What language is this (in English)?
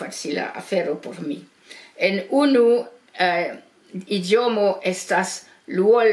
Esperanto